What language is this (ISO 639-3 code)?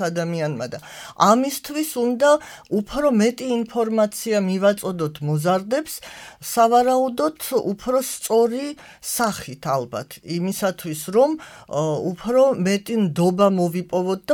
kat